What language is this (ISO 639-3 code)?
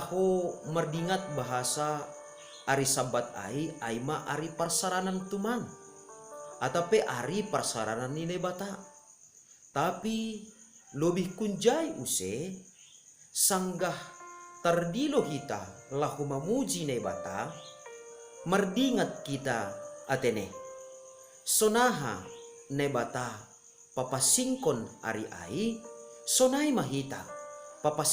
bts